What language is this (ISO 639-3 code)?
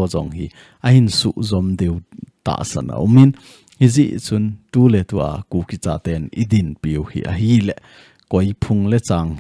tcz